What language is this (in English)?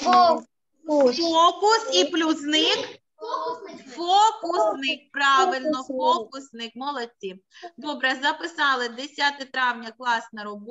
Ukrainian